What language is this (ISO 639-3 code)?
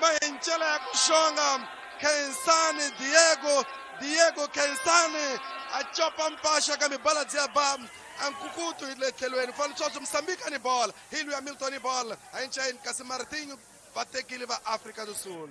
tso